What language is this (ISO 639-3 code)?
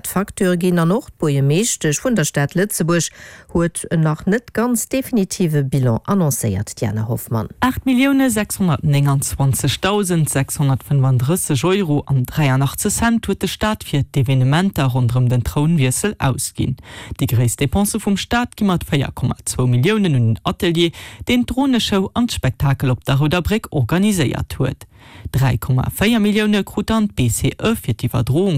ltz